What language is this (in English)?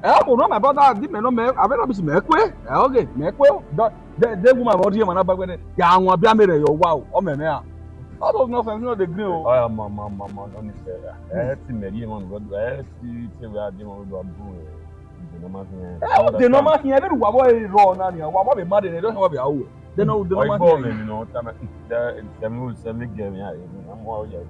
Bini